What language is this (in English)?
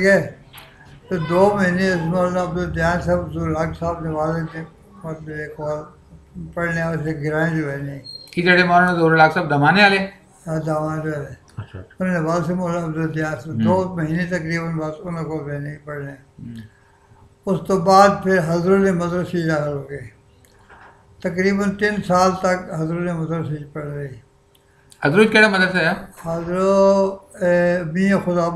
Urdu